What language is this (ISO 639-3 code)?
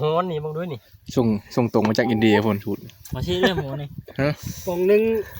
tts